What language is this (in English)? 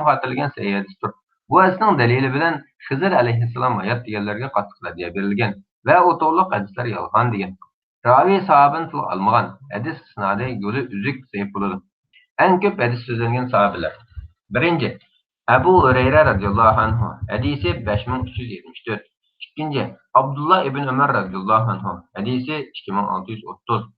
Uyghur